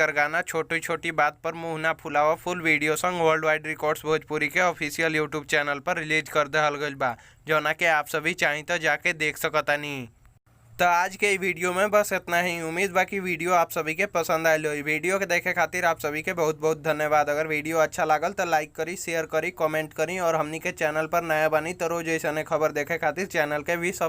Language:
Bhojpuri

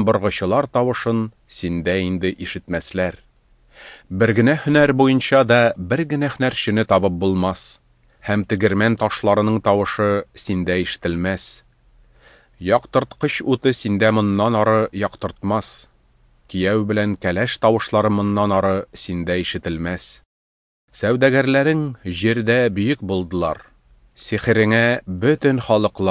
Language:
Tatar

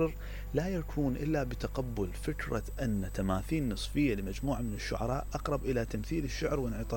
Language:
Mesopotamian Arabic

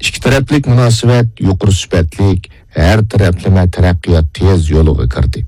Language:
Uyghur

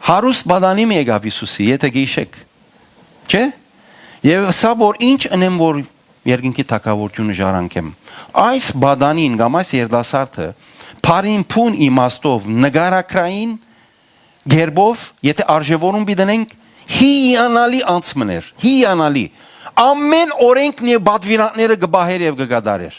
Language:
Western Armenian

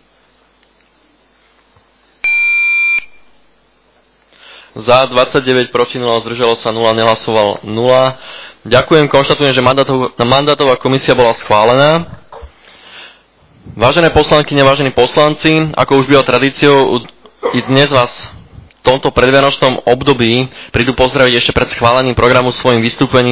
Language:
Slovak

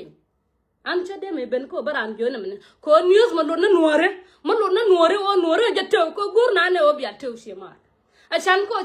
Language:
Nuer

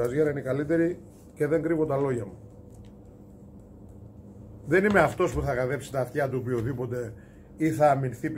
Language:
Greek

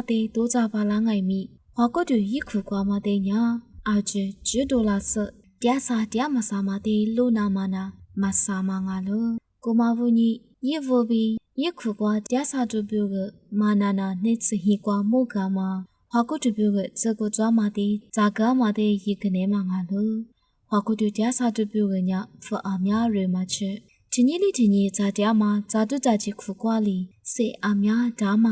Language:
Lisu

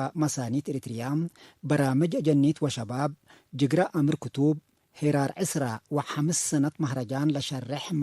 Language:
Tigre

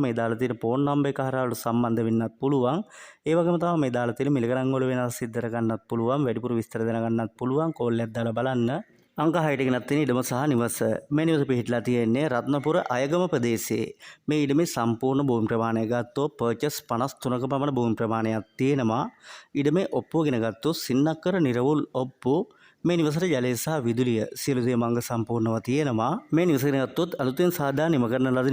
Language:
Sinhala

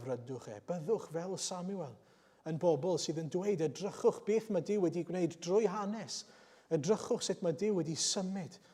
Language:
Welsh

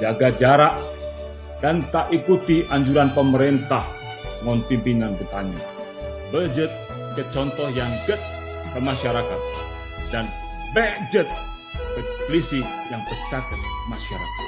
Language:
Achinese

